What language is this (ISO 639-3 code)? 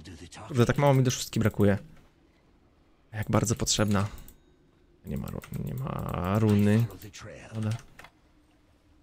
pol